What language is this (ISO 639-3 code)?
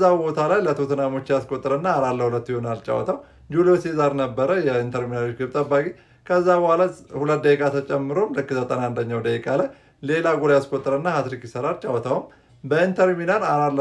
amh